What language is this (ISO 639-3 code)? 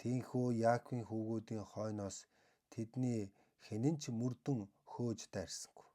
mon